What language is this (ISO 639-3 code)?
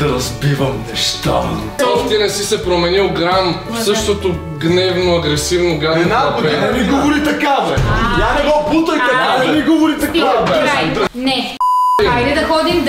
bul